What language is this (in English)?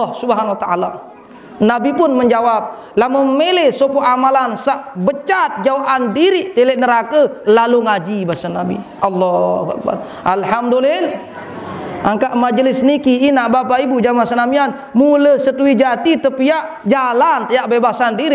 Sasak